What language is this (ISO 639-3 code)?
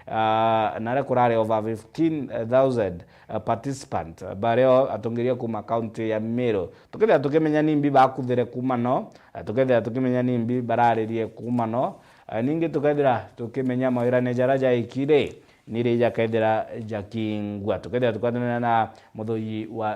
mer